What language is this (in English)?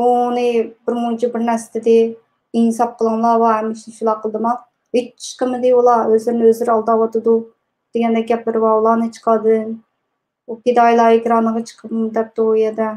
Uyghur